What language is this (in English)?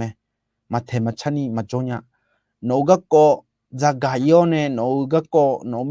Akha